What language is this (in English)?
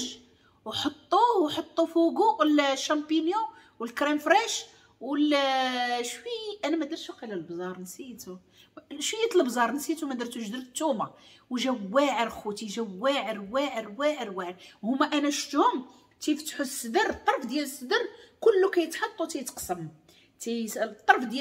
Moroccan Arabic